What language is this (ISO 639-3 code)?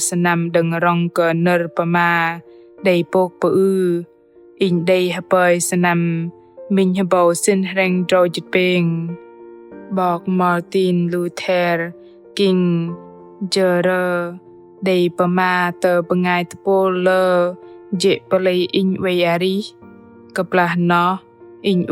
bdq